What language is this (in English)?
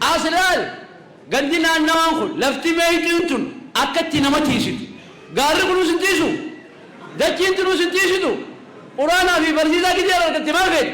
Oromo